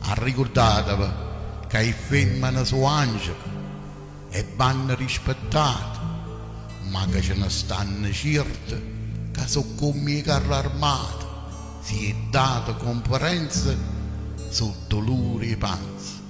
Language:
Neapolitan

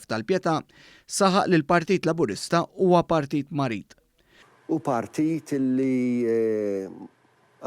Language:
Maltese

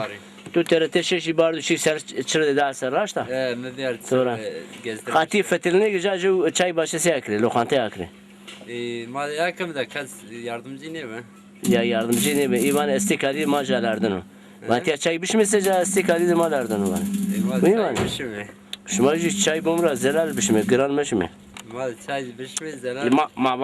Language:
Zaza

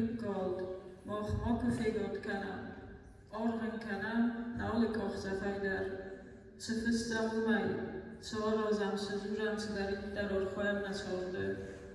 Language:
Ossetic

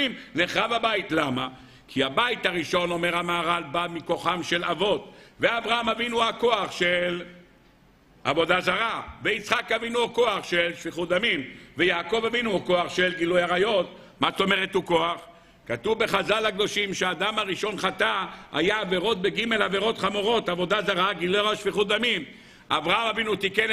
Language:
Hebrew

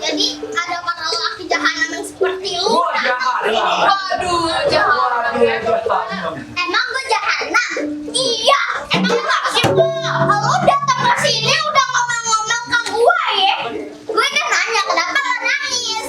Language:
Betawi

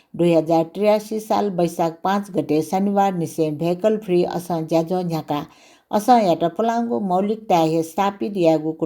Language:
Newari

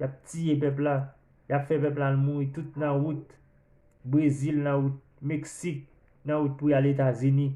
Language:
Haitian Creole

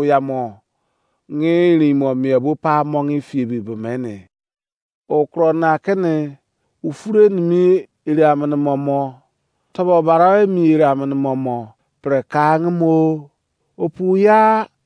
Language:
Izon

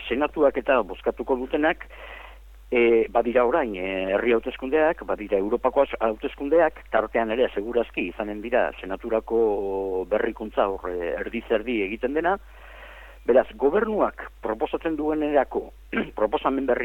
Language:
Basque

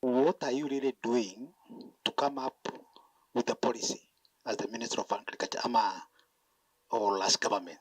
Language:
Kamba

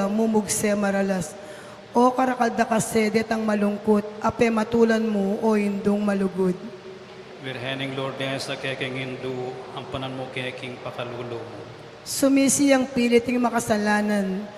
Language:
Pampanga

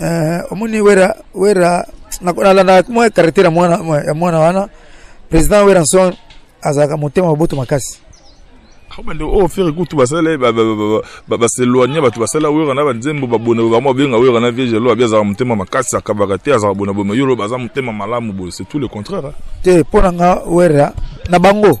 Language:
Lingala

